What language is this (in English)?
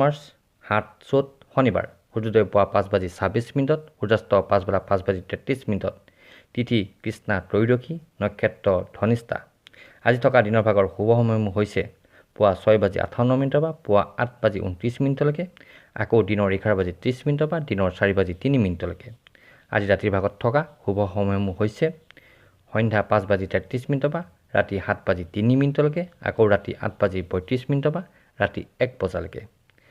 Assamese